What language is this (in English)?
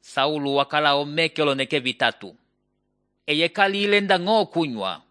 Umbundu